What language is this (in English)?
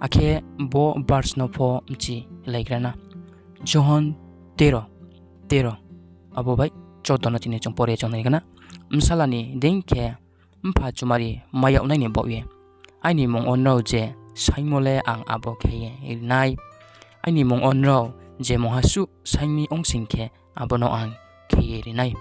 Riang (India)